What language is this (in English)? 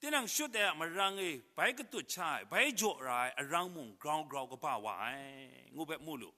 Kachin